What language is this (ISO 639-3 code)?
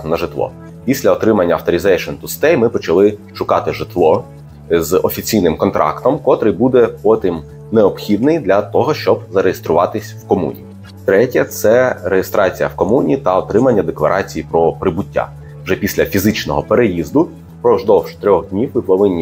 ukr